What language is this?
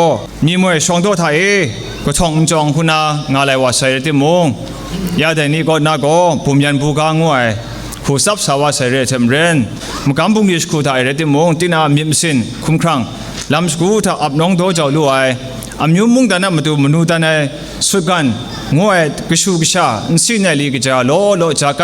Kachin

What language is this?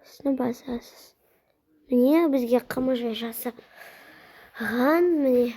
Kazakh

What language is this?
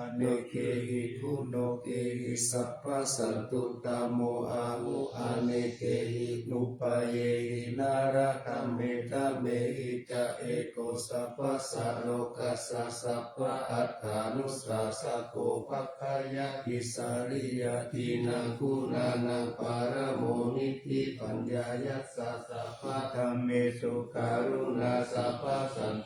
Pali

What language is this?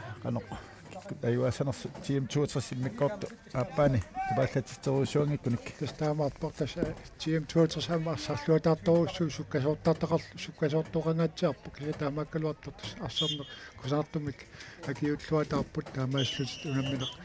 Kalaallisut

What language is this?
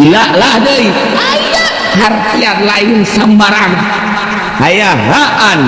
Sundanese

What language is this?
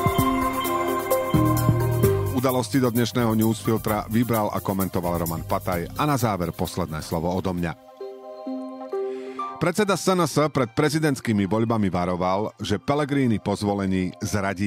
Slovak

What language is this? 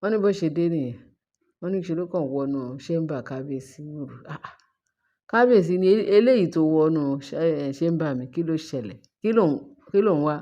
Yoruba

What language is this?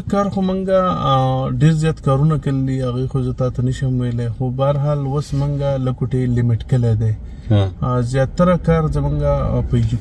Pashto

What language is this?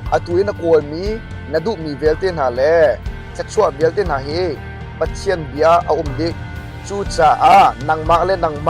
Hakha Chin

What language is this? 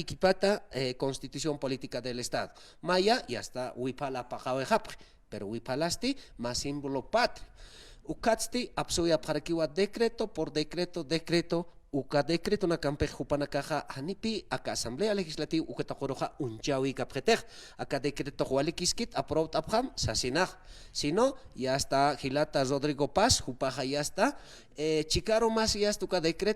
Aymara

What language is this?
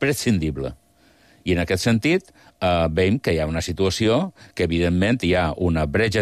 Catalan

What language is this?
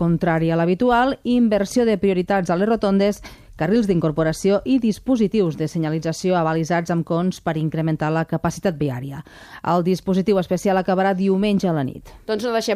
Catalan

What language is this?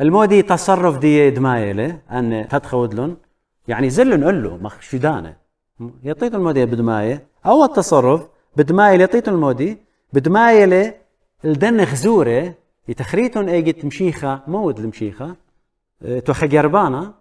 Assyrian Neo-Aramaic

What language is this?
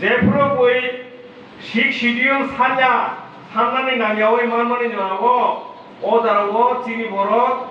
Kok Borok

